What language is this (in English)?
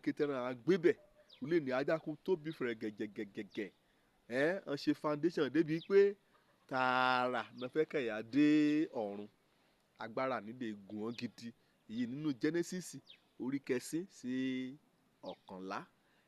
Yoruba